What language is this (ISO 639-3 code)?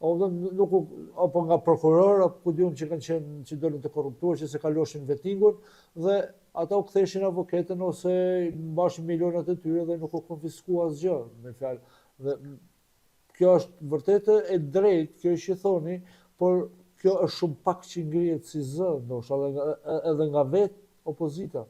sqi